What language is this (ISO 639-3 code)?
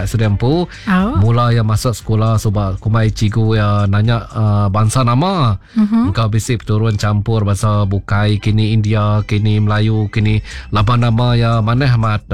iba